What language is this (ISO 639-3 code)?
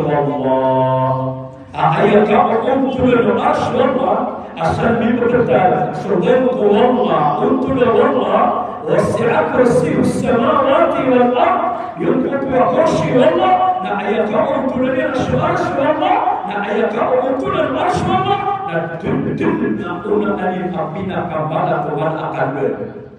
mrw